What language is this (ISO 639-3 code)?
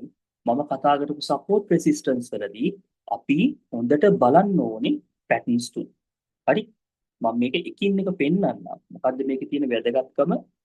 sin